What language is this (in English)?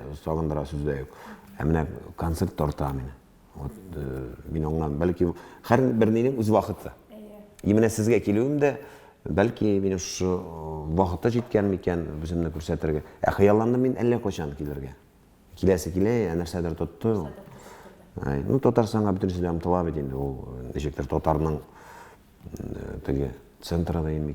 Tatar